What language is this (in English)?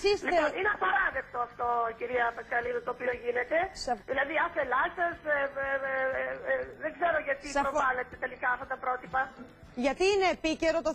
Greek